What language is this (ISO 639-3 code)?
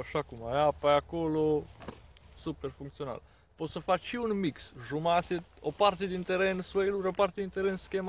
ron